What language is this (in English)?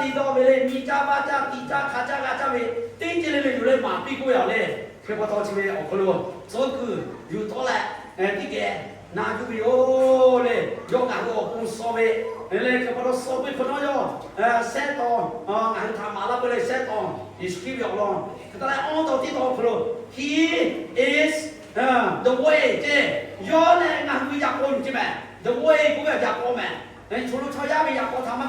Lahu